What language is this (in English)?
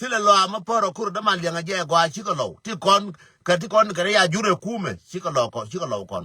Nuer